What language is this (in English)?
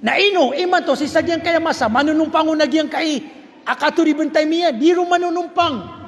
Maranao